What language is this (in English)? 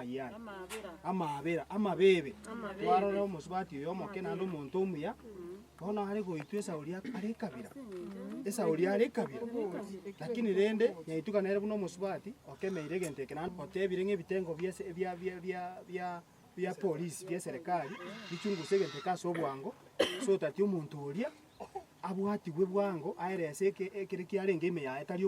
Gusii